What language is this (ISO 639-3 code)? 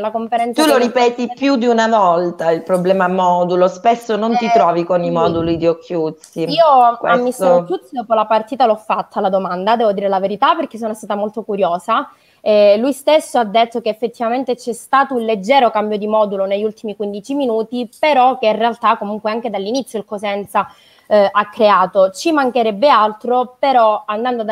ita